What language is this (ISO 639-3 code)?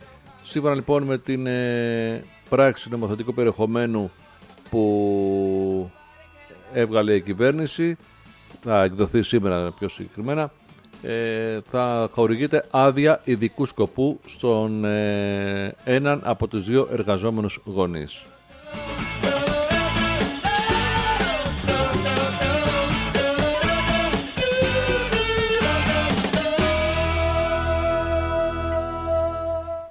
ell